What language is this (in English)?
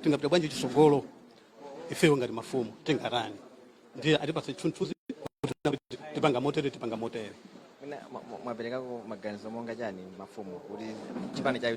Nyanja